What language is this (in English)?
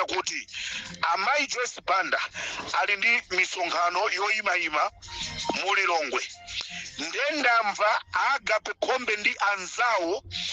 Nyanja